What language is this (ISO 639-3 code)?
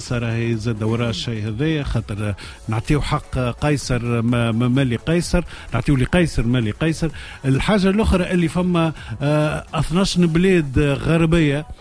aeb